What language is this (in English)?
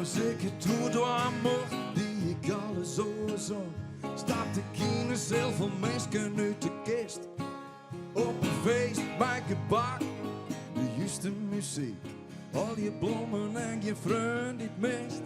Western Frisian